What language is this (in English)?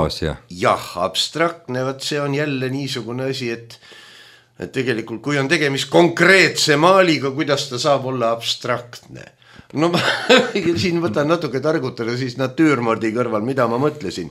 Estonian